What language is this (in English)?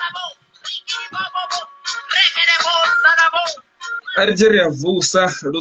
Venda